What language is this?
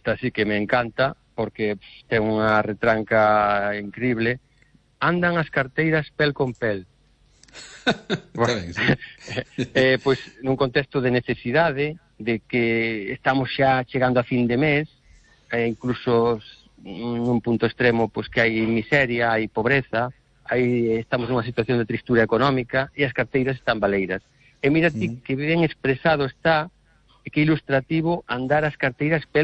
Galician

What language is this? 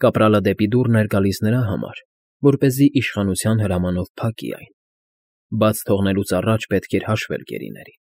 Armenian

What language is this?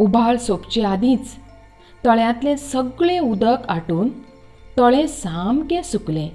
Konkani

